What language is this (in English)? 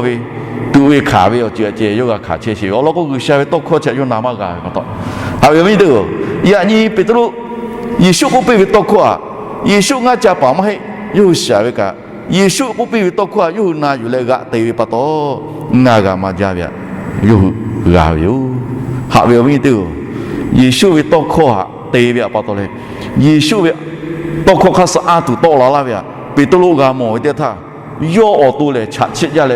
Lahu